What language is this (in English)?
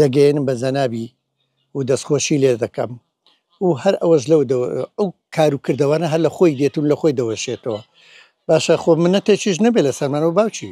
Central Kurdish